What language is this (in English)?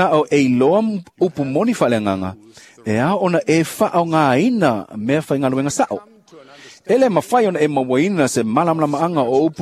Samoan